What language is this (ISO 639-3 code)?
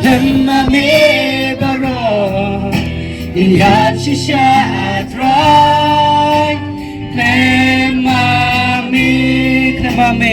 kha